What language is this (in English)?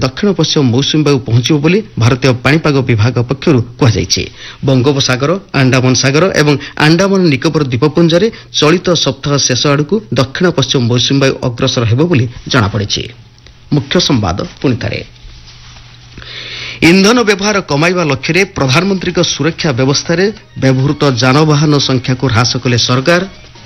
Odia